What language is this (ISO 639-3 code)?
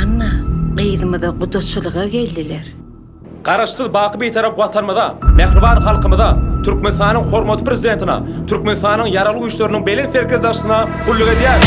tuk